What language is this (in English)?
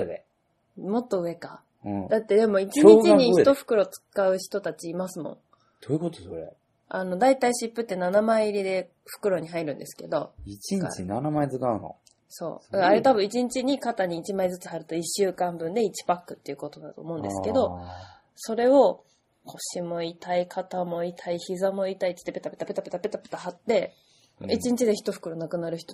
Japanese